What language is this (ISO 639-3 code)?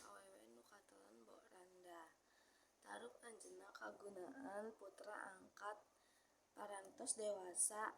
sun